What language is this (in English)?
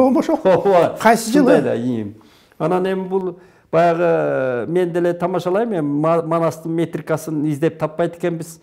Kyrgyz